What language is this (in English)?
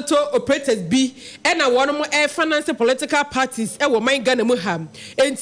Akan